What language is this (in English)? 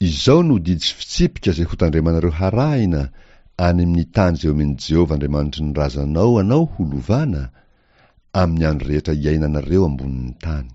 Malagasy